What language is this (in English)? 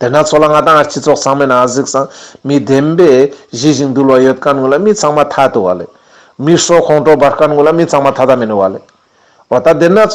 Ladakhi